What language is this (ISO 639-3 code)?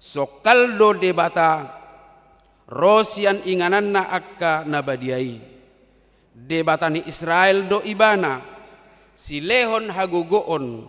bbc